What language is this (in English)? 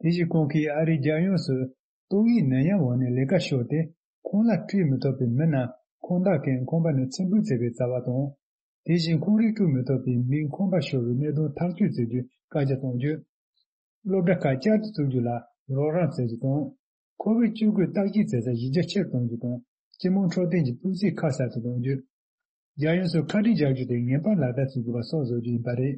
Tibetan